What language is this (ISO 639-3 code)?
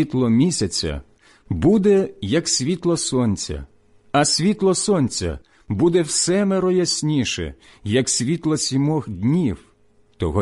ukr